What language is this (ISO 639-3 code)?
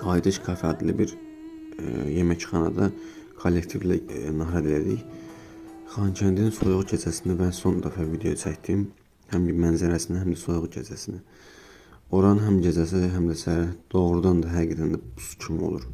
aze